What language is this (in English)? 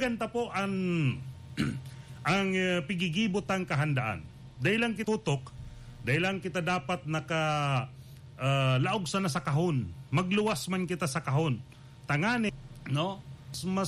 Bikol